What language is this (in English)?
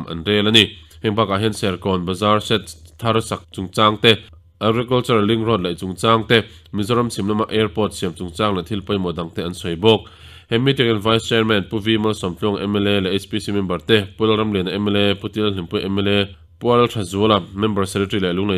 Mizo